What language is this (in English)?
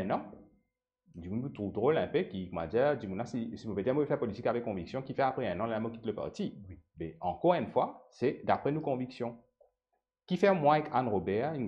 Morisyen